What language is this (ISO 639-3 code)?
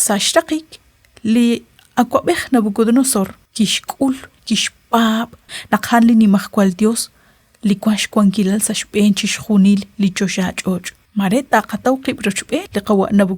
kek